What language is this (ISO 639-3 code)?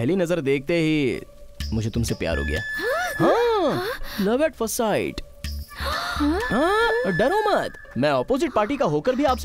hin